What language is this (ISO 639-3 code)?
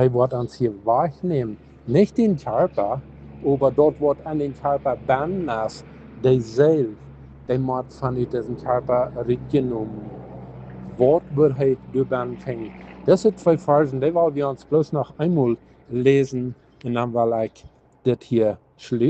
pdt